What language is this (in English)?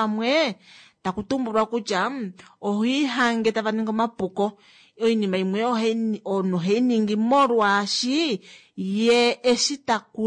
Kuanyama